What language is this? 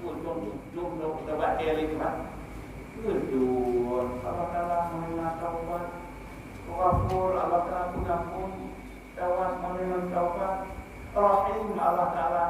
Achinese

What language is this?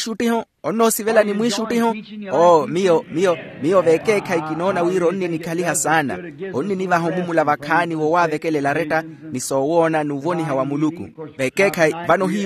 Makhuwa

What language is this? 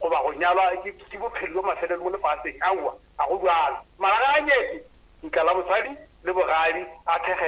Northern Sotho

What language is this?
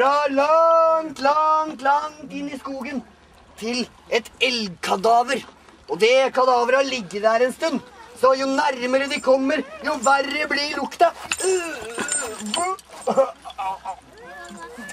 Norwegian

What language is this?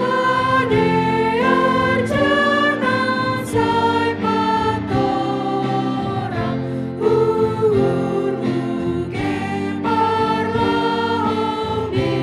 Batak Simalungun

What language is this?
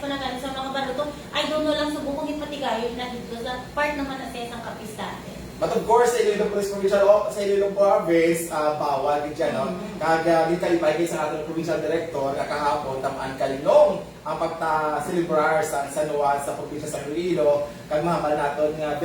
Hiligaynon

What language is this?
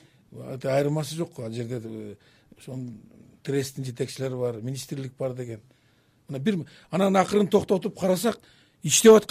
Kyrgyz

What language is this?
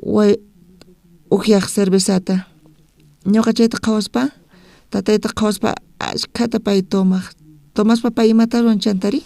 South Bolivian Quechua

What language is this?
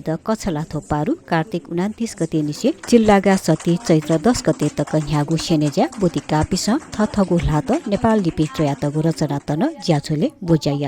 Newari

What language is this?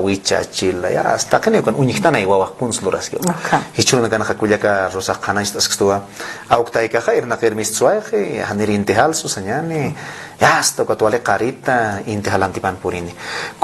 Aymara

